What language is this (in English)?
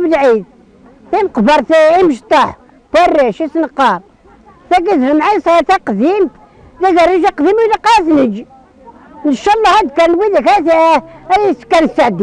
Kabyle